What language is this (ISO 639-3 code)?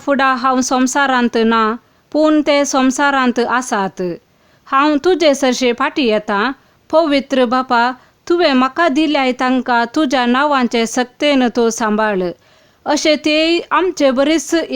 kok